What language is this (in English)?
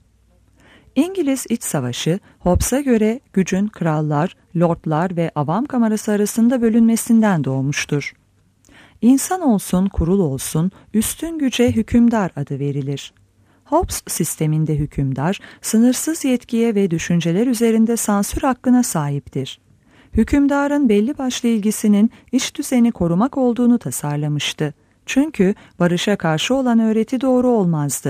Turkish